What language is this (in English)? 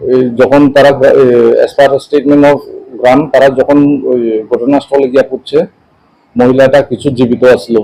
Riang (India)